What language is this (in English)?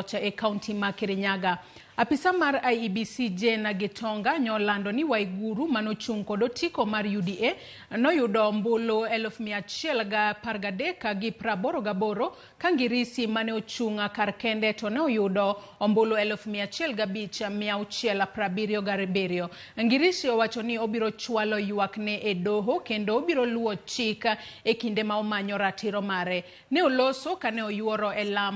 Luo (Kenya and Tanzania)